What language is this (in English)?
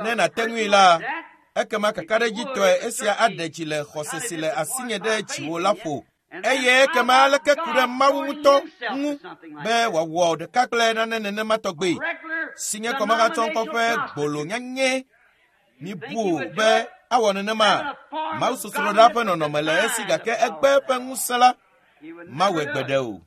Ewe